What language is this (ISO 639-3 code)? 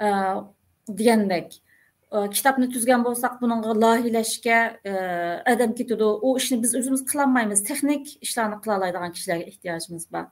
uig